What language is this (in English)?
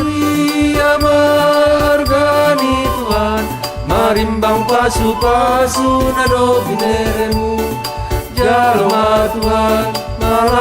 Batak Simalungun